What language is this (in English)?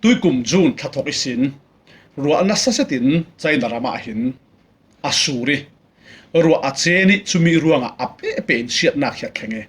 Falam Chin